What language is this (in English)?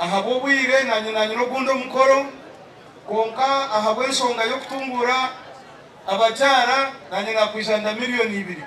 Nyankole